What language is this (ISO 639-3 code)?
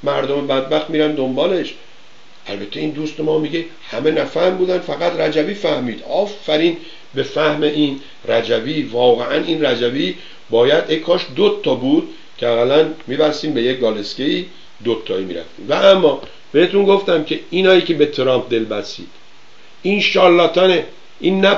fas